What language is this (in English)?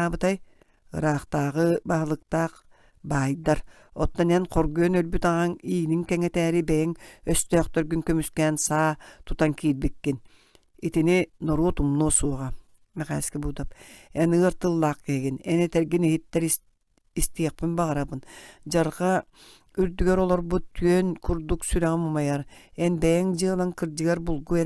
Yakut